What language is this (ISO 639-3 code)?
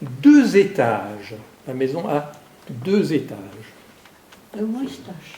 bre